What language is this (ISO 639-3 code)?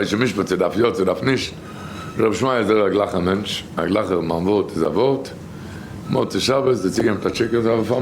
yid